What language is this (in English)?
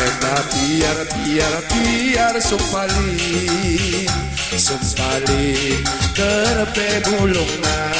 Batak Karo